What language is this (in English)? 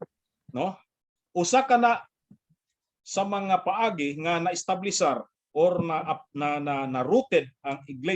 Cebuano